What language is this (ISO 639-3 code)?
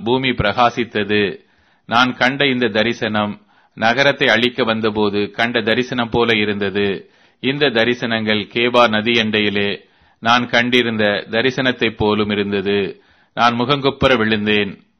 tam